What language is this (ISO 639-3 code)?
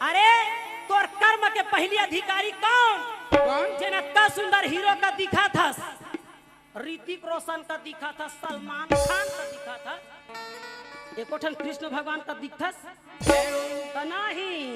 hne